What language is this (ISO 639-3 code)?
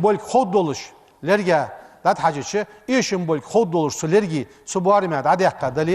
inh